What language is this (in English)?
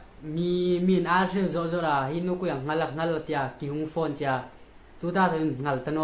Hmar